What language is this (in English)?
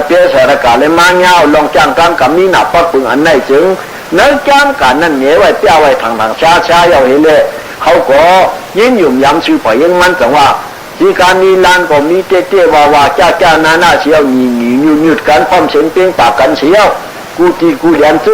Shan